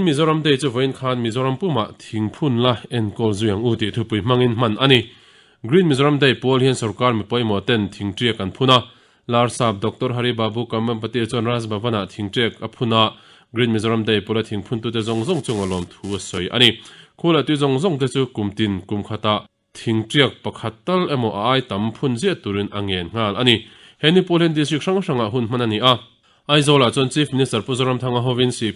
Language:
Mizo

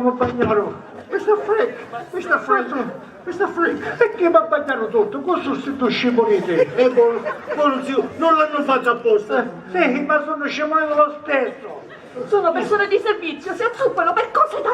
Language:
Sicilian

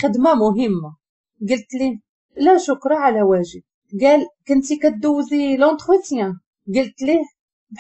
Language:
Moroccan Arabic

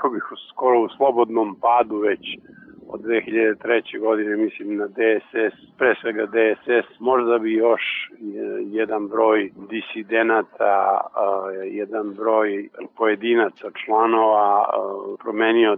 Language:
Serbian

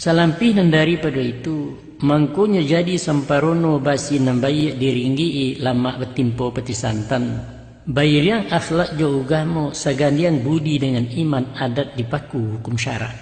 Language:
Minangkabau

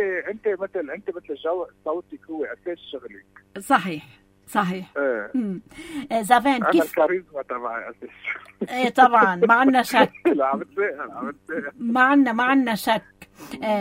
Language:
North Levantine Arabic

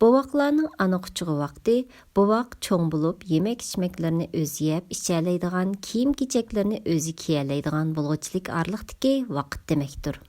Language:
Uyghur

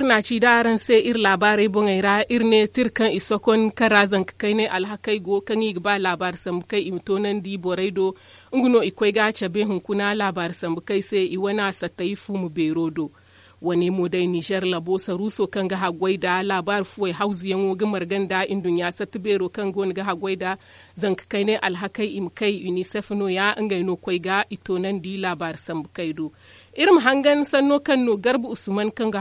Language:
Zarma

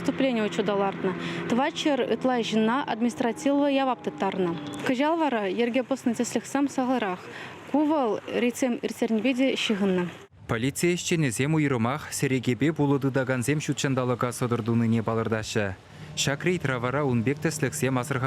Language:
Chuvash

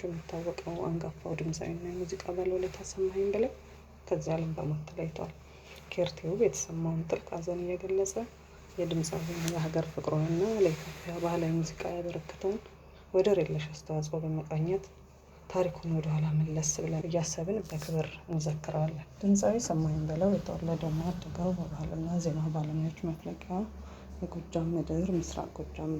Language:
Amharic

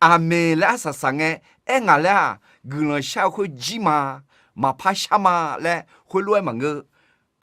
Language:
Akha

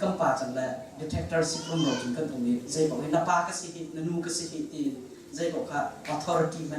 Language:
Hakha Chin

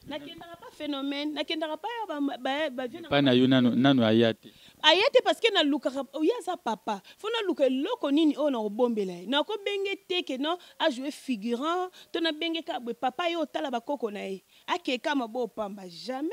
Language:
Lingala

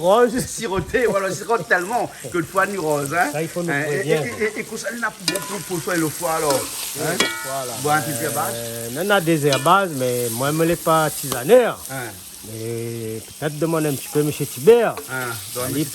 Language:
Réunion Creole French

